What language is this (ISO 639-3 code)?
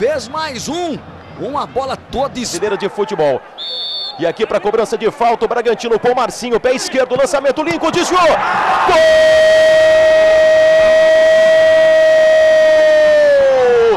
por